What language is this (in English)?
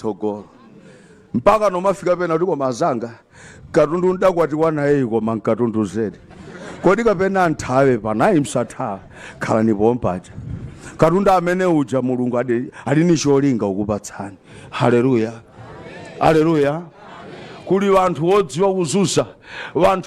Nyanja